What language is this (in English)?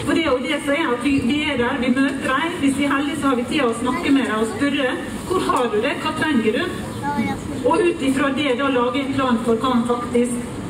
Norwegian